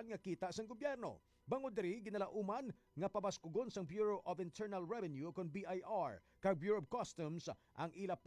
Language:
Hiligaynon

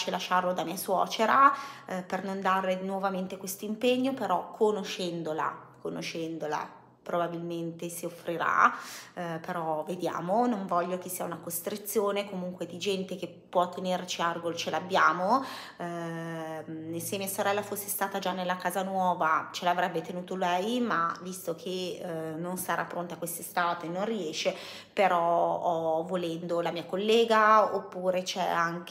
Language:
Italian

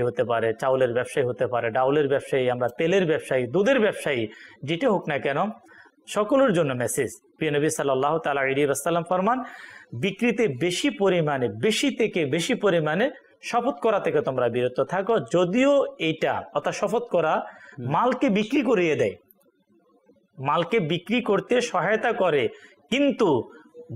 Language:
Bangla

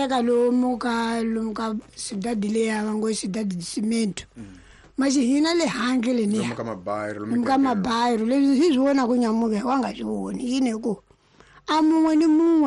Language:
Tsonga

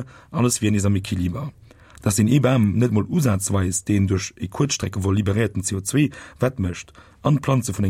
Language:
Luxembourgish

